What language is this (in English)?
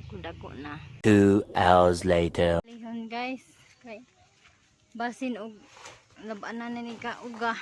Cebuano